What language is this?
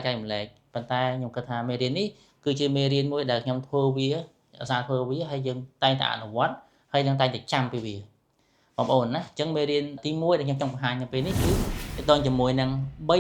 Khmer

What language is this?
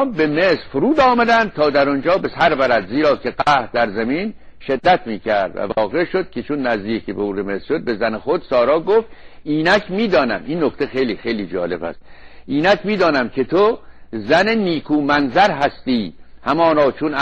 Persian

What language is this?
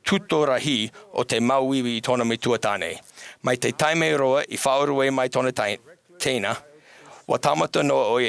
Tahitian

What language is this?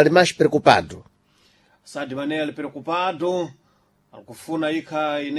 Sena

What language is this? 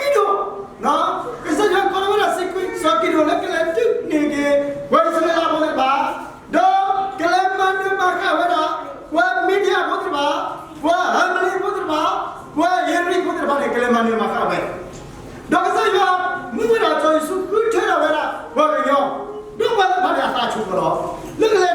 S'gaw Karen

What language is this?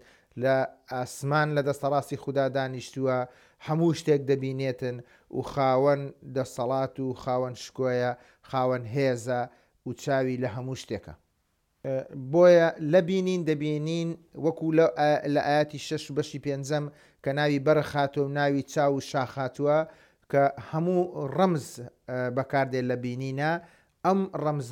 Central Kurdish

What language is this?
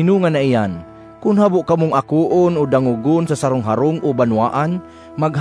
Bikol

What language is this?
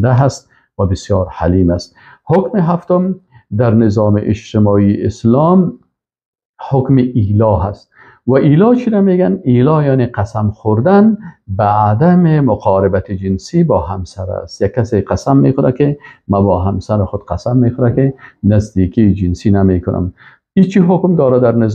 Persian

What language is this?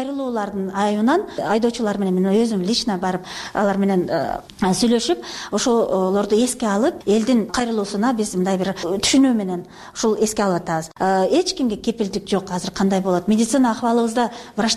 Kyrgyz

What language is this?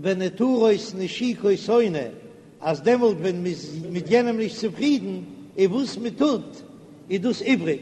Yiddish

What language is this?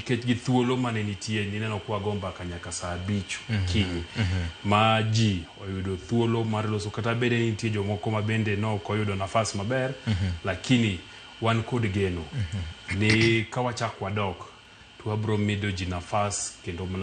Luo (Kenya and Tanzania)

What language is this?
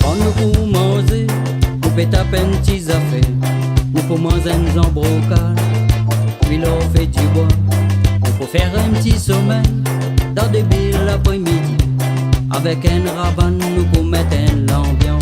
Réunion Creole French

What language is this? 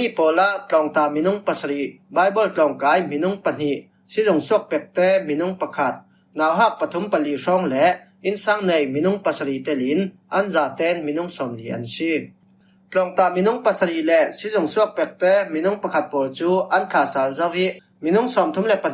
Falam Chin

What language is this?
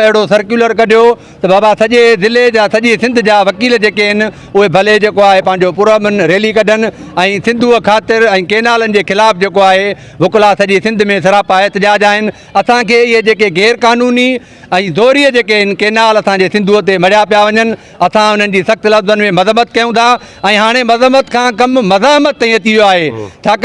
Sindhi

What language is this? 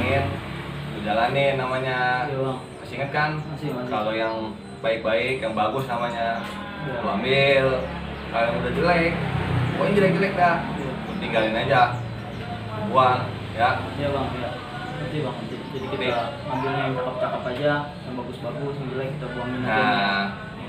Betawi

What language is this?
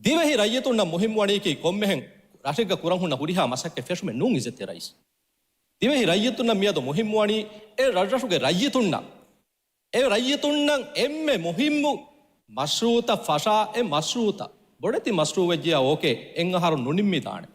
Divehi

